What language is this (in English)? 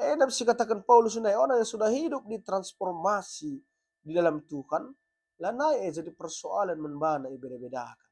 Batak Karo